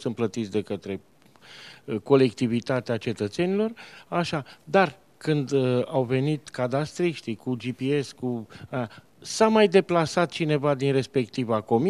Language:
Romanian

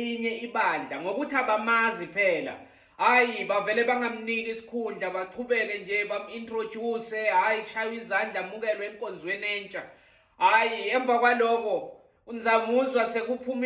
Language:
Zulu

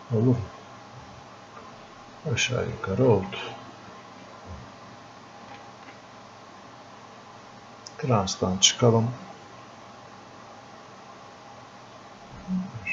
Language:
Turkish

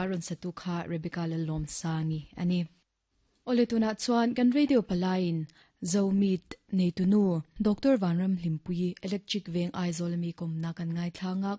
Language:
Mizo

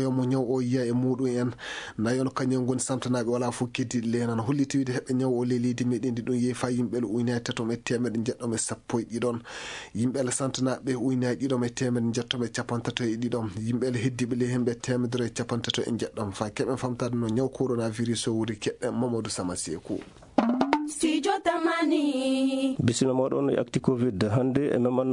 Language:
Fula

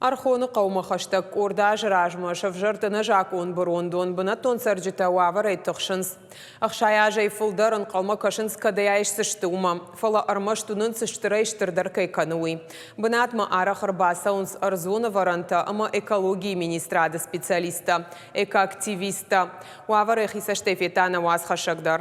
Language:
Ossetic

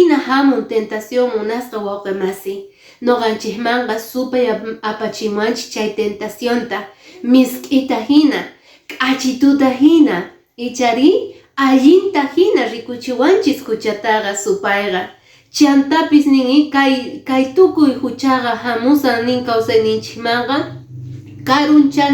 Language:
Quechua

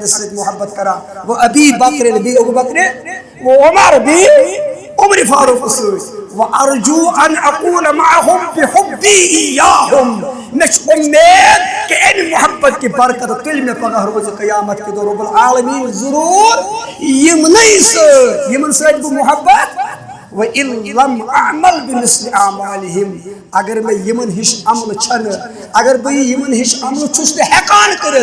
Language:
Kashmiri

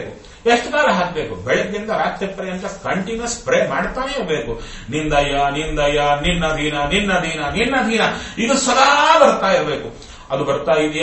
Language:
Kannada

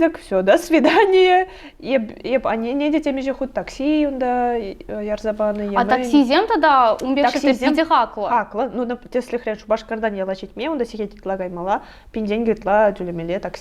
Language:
Chuvash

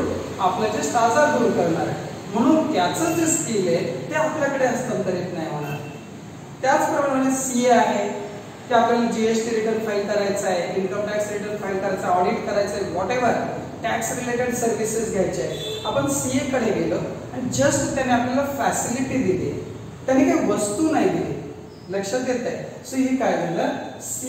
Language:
Marathi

